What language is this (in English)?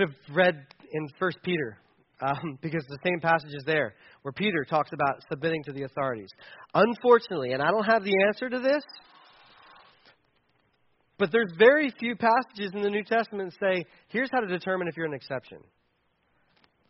English